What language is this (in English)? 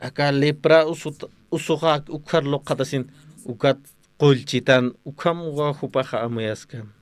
Aymara